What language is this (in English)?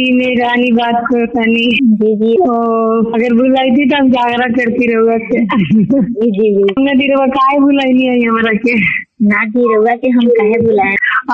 Bhojpuri